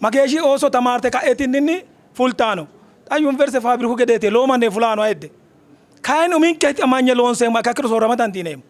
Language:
Sidamo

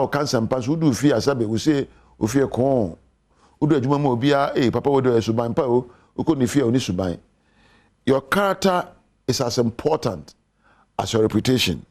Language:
Akan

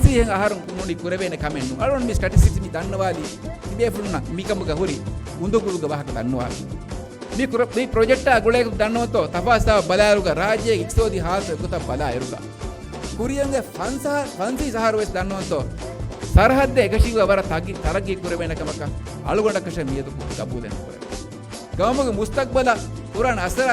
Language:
Divehi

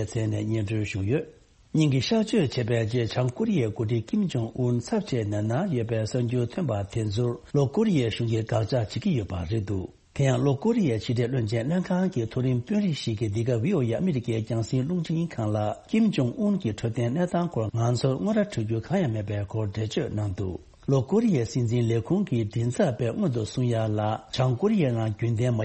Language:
Tibetan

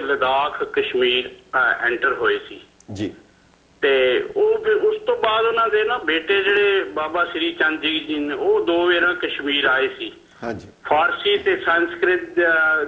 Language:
Punjabi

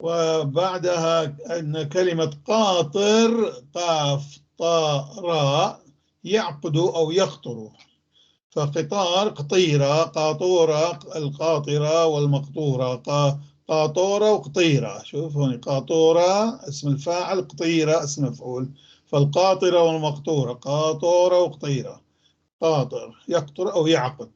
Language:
North Levantine Arabic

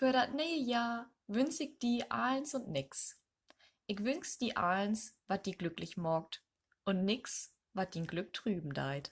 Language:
Low German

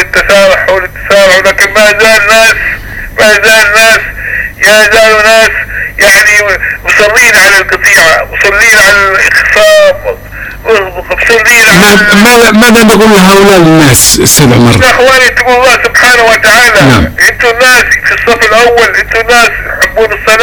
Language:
Arabic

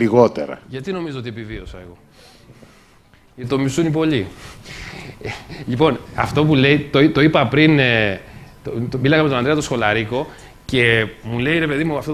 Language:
Greek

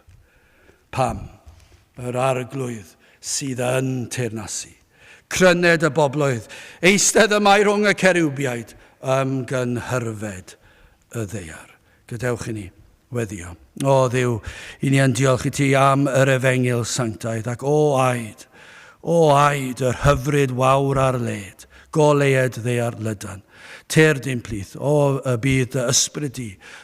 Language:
Welsh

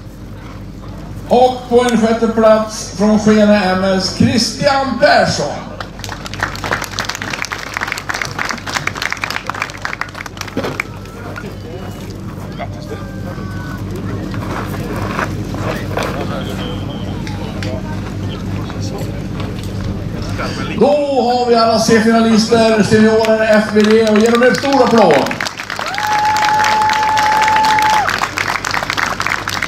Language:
Swedish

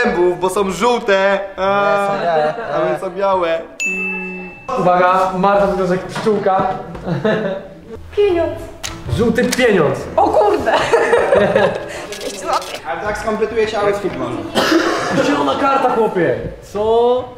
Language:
Polish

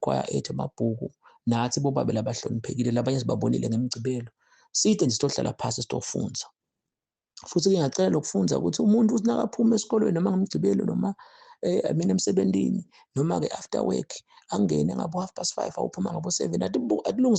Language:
Zulu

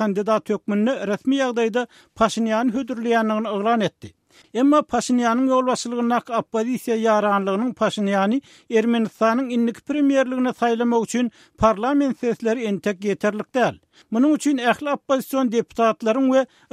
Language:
Turkmen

